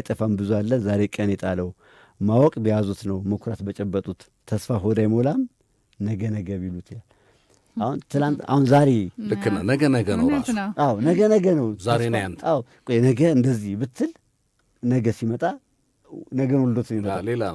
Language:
Amharic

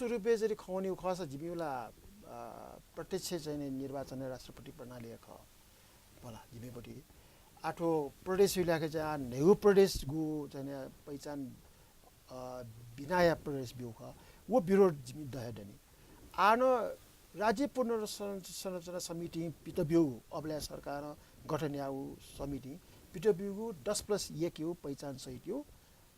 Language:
Newari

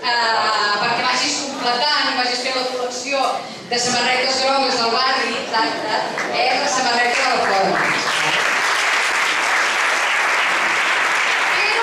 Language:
Catalan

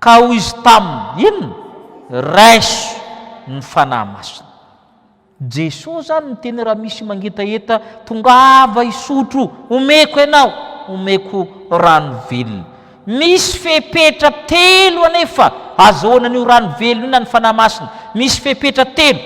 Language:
Malagasy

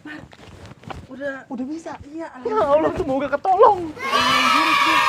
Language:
Betawi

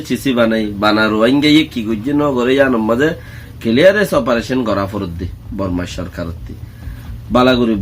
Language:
Rohingya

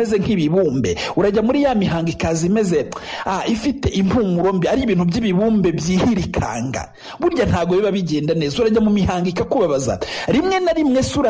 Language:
Kinyarwanda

